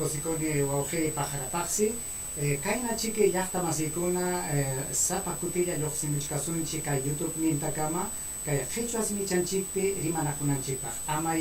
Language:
Ayacucho Quechua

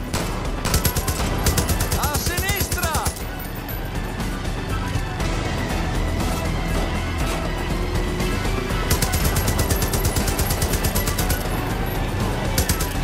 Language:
Italian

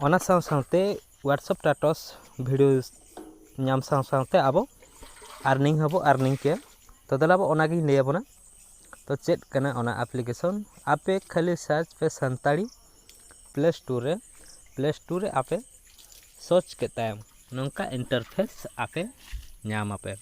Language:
Santali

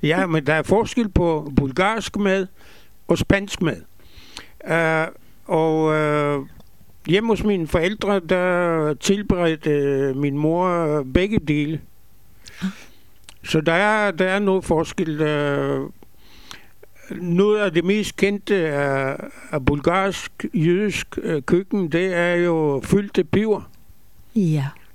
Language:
Danish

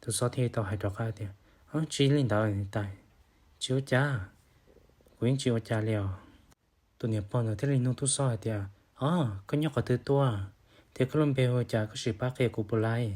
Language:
Hmong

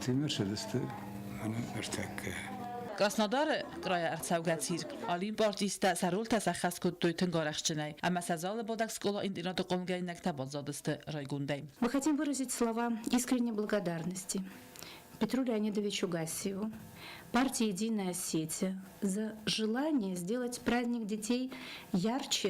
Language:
Ossetic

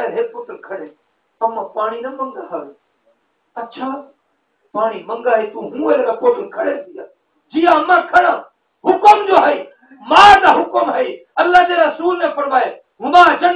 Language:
Saraiki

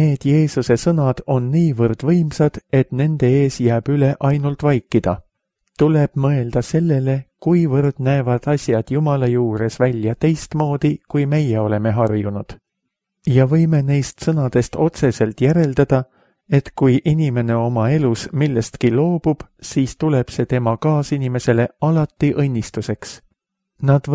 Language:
Estonian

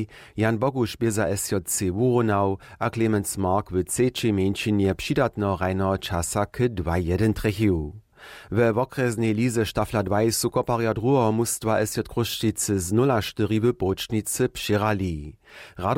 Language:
Upper Sorbian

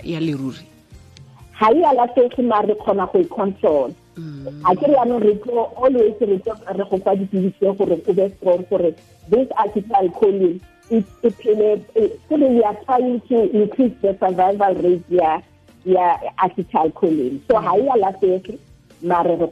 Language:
Tswana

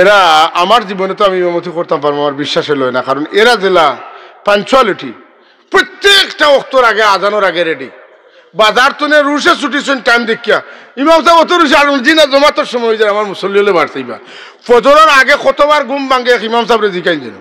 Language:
Sylheti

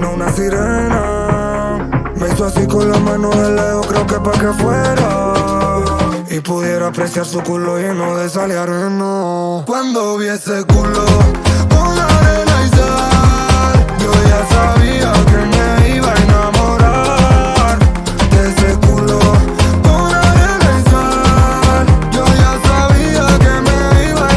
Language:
Spanish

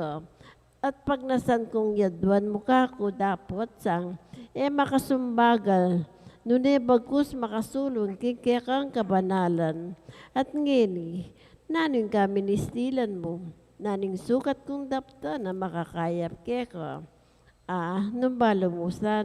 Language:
Pampanga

